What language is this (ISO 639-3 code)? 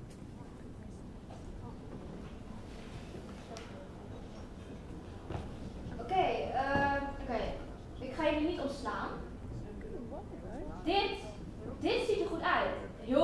nld